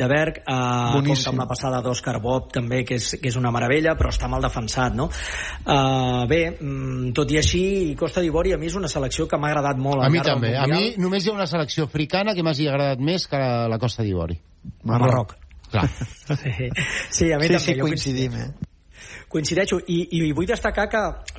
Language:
Catalan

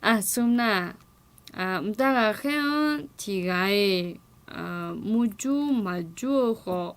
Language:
Akha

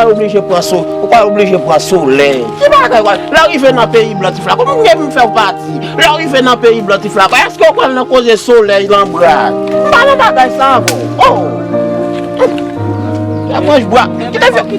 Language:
Haitian Creole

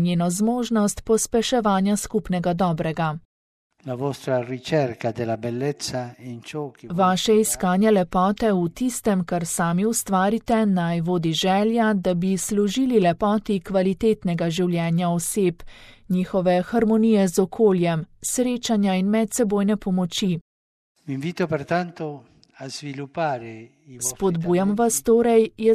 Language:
Slovenian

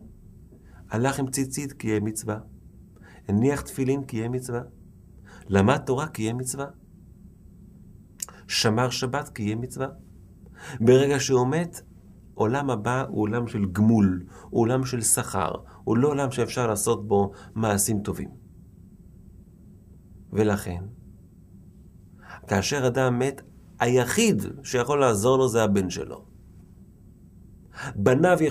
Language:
Hebrew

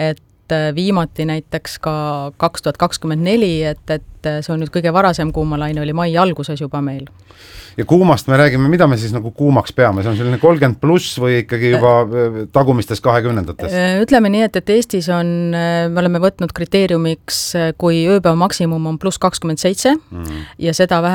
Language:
Estonian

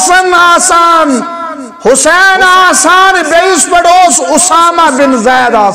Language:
Kashmiri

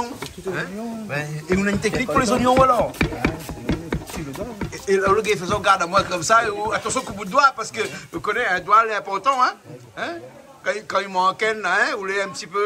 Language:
Réunion Creole French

